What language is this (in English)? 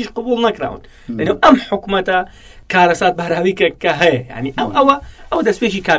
Central Kurdish